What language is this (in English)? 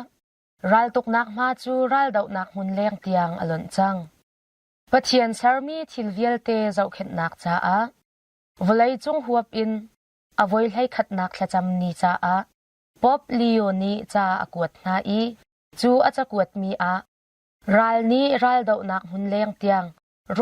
Hakha Chin